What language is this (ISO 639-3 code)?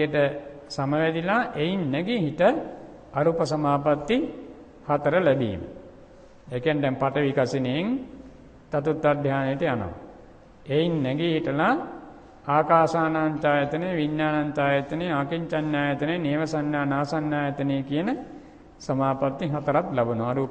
sin